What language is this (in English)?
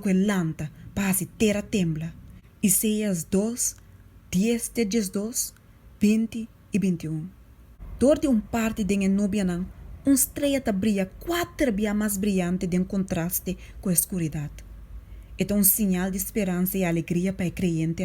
Papiamento